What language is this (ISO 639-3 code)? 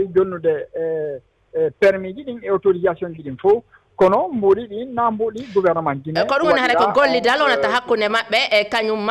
ful